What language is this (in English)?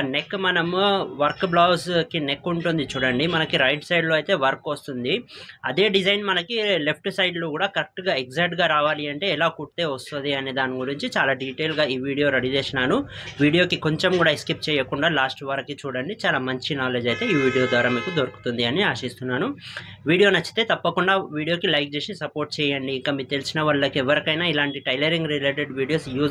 Telugu